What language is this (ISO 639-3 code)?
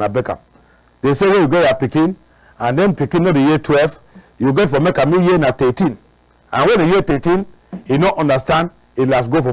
wes